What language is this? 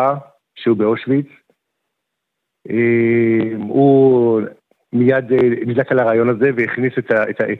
Hebrew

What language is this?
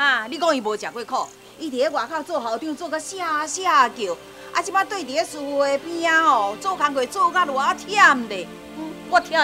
Min Nan Chinese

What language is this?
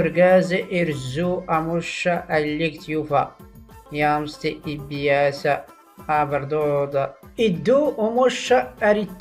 Tachelhit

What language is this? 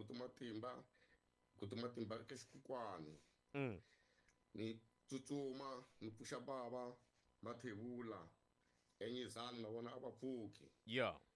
Tsonga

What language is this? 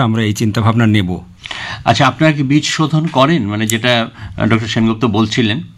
Bangla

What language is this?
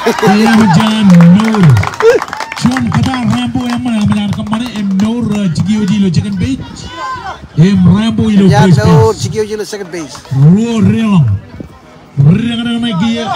Marshallese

